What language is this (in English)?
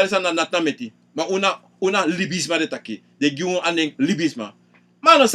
Sranan Tongo